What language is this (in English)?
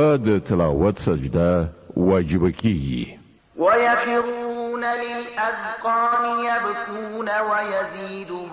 Pashto